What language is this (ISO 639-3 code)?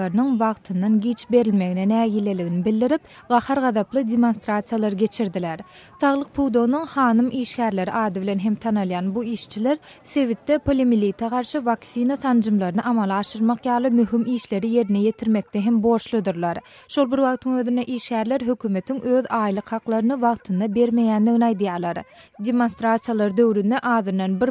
tuk